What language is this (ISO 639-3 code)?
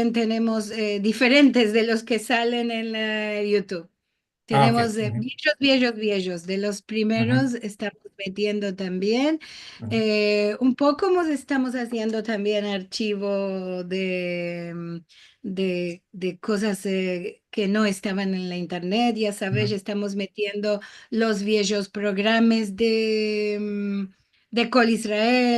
lad